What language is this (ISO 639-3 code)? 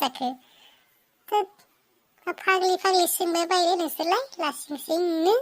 brx